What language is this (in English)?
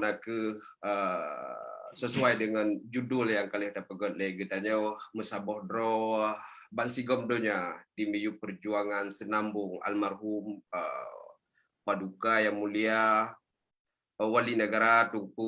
Achinese